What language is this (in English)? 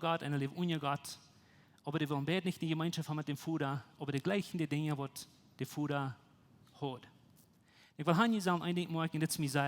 Plautdietsch